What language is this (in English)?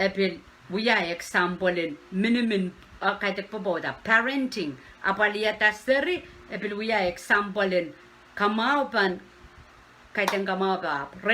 Pohnpeian